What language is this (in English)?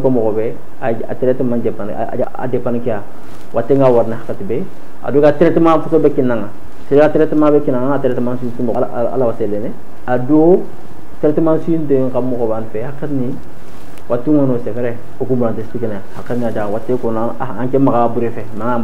Bambara